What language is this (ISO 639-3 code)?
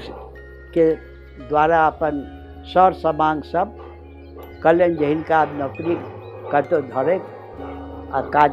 mai